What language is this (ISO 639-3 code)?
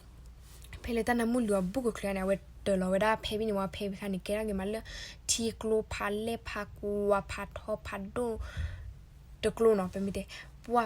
ksw